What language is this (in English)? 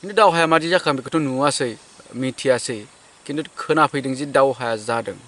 Bodo